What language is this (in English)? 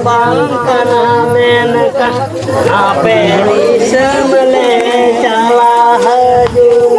Santali